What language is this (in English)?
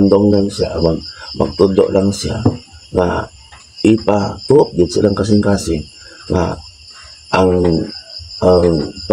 Cebuano